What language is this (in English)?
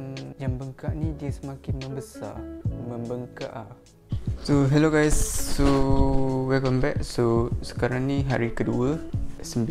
Malay